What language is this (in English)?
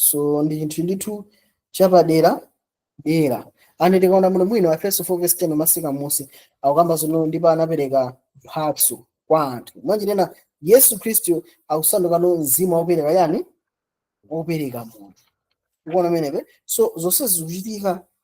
Nyanja